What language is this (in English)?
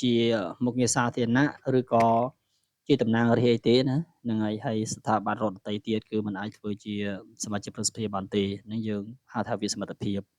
Khmer